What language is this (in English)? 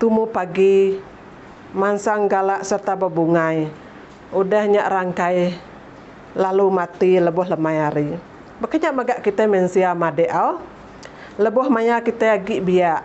Iban